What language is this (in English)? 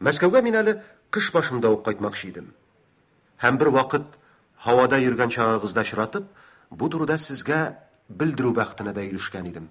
Tatar